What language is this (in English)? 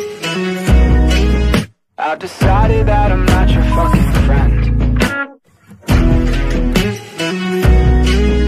English